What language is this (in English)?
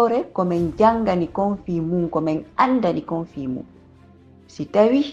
Fula